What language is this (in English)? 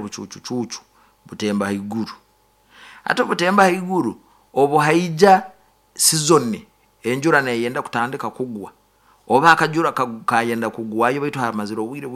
Nyoro